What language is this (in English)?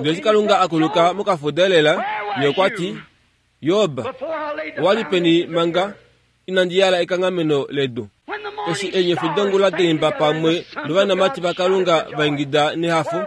Kuanyama